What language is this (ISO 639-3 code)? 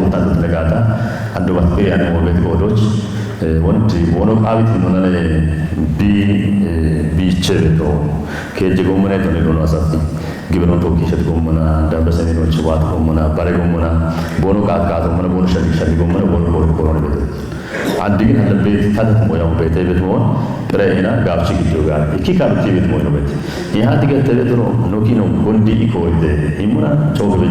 kbr